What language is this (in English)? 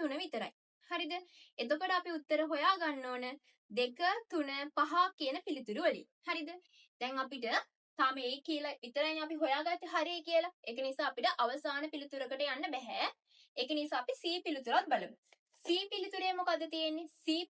Sinhala